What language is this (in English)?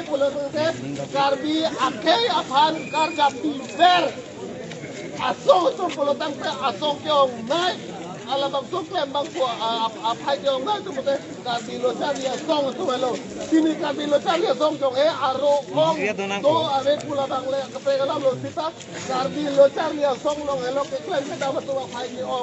Karbi